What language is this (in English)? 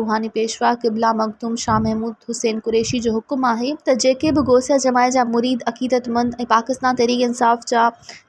Sindhi